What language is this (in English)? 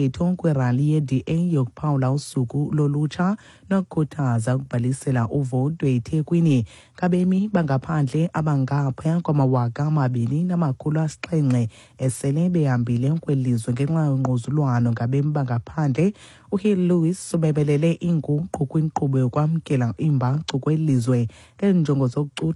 Xhosa